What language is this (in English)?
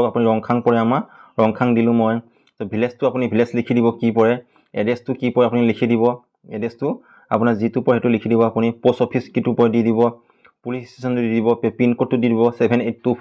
Assamese